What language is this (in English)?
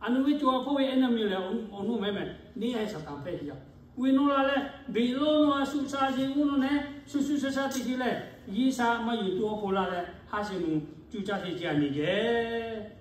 Lahu